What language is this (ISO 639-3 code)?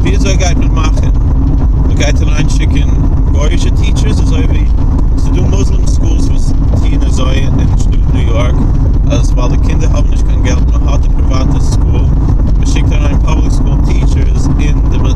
yid